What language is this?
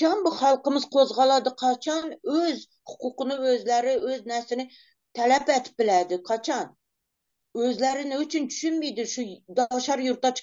Turkmen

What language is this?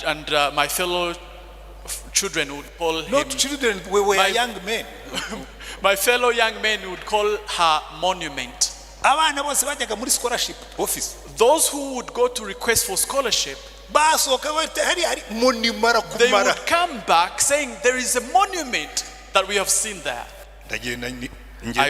Kinyarwanda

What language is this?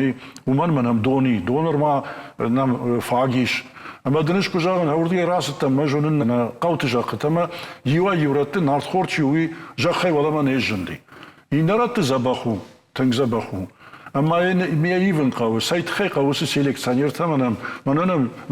Ossetic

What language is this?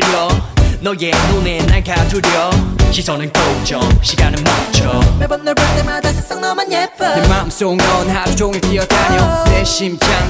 Korean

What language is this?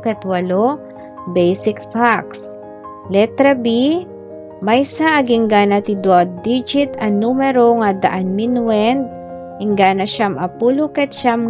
Iloko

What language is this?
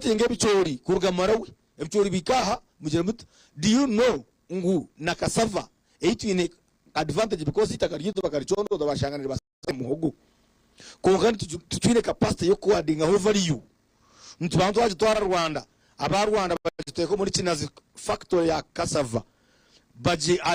Nyankole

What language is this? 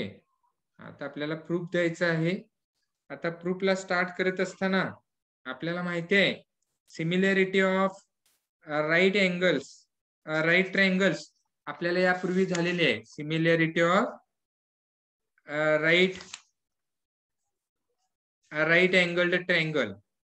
Marathi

